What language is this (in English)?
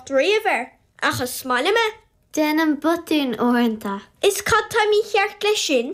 Irish